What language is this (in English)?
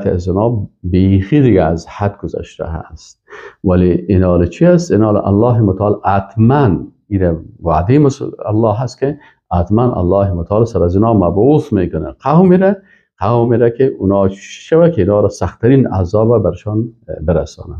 Persian